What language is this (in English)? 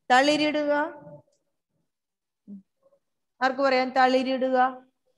Malayalam